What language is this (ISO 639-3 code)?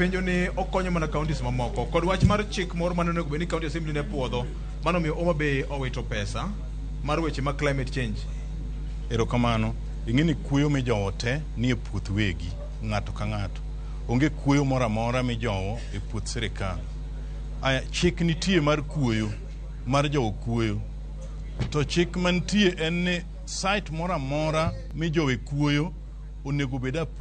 luo